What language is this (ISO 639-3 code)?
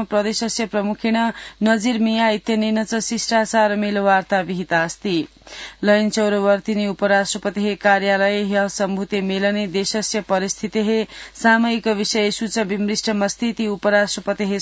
san